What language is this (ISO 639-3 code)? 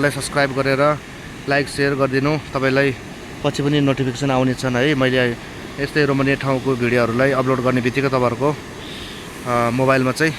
nep